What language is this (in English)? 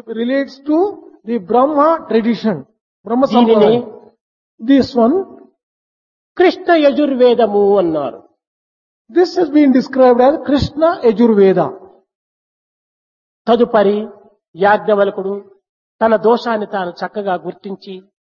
Telugu